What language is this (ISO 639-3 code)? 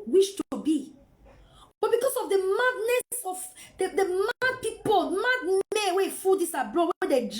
pcm